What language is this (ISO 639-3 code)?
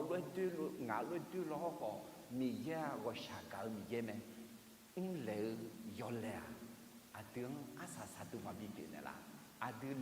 ahk